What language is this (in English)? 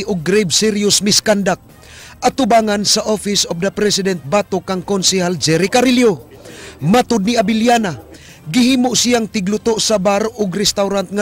Cebuano